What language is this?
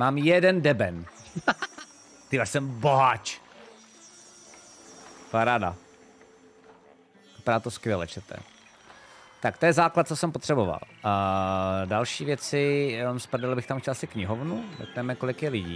Czech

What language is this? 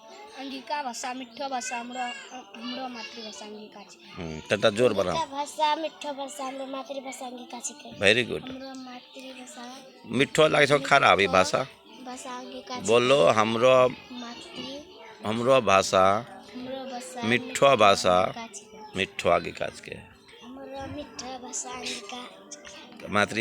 Angika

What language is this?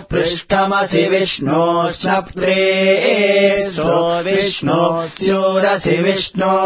Sanskrit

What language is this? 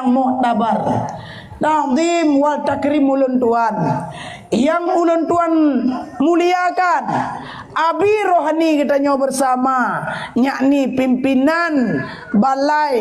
Achinese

